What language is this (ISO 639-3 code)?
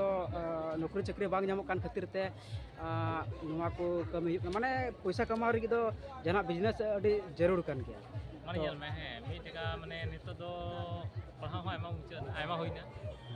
sat